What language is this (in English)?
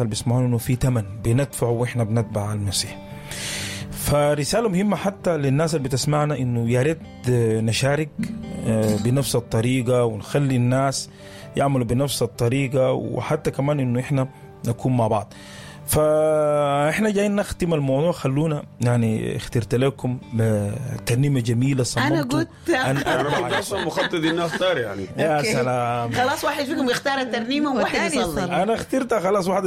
Sudanese Arabic